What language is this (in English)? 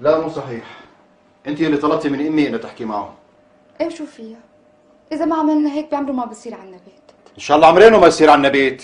North Levantine Arabic